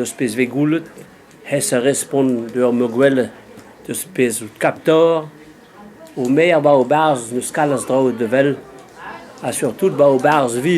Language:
Breton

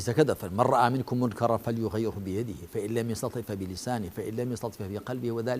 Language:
Central Kurdish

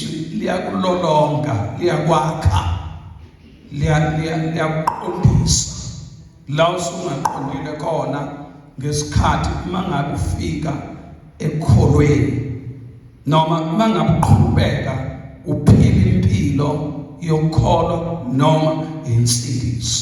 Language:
Zulu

